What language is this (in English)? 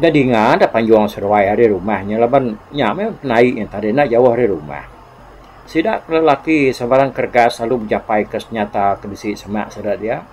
Iban